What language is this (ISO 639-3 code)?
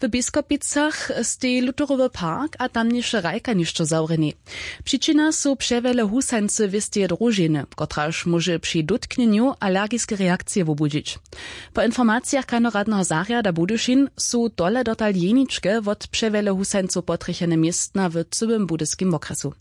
hsb